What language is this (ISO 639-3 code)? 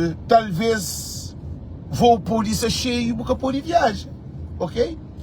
kea